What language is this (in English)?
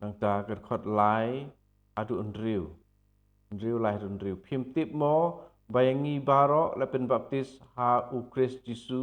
Khasi